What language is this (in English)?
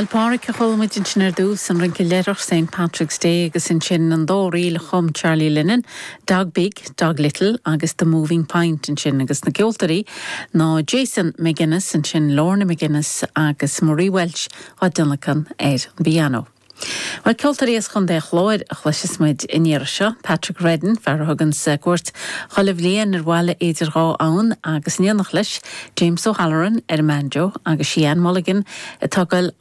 Irish